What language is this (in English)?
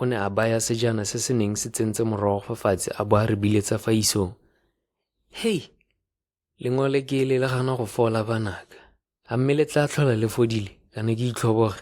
Tswana